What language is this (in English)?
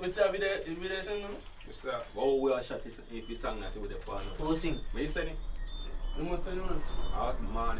Jamaican Creole English